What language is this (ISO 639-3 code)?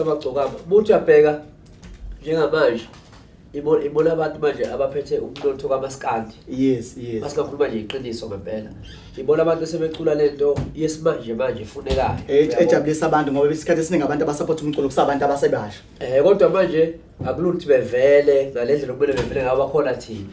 zul